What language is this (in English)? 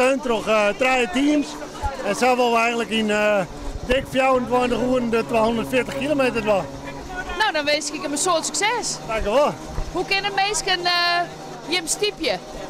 Western Frisian